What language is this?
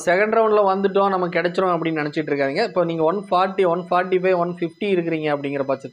Tamil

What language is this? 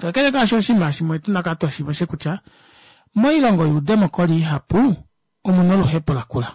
Kuanyama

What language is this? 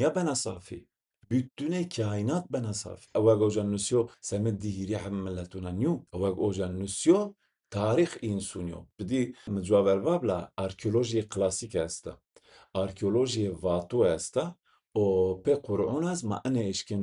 Zaza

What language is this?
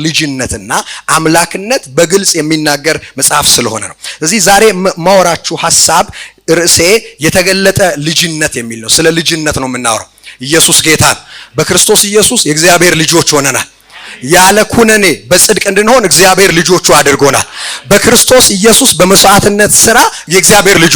Amharic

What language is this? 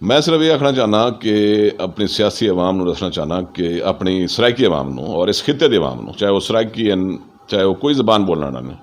Saraiki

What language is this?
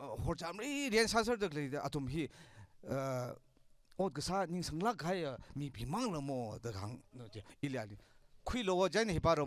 Tangkhul Naga (India)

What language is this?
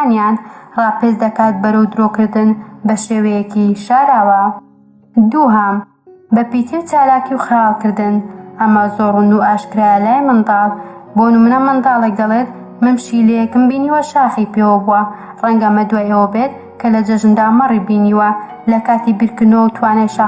Central Kurdish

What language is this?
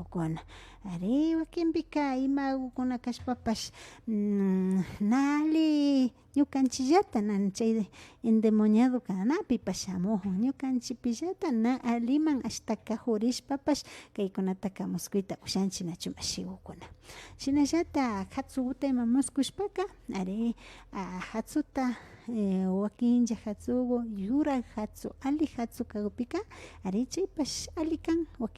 Imbabura Highland Quichua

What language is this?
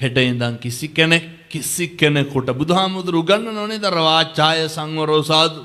Sinhala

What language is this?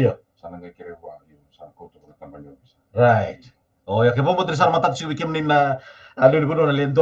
Fijian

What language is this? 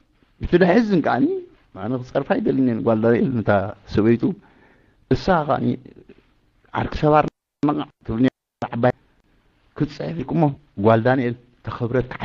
Tigrinya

